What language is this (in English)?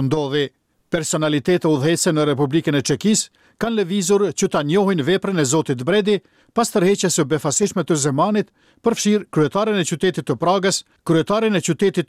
Albanian